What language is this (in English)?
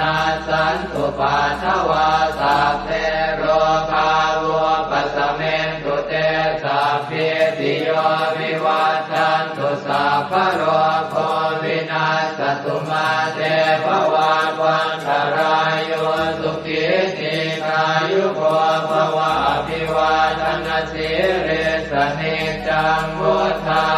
Pali